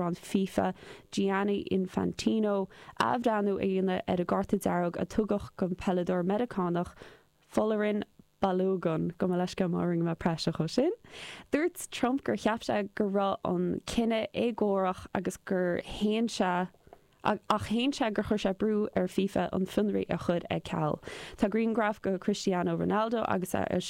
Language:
Irish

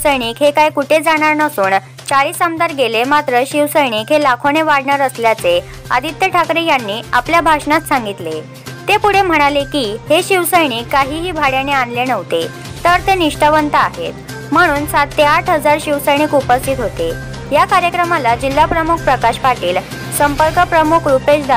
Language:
Marathi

